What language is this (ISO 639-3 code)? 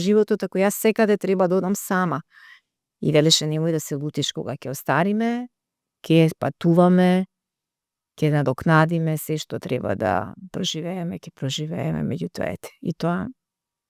mkd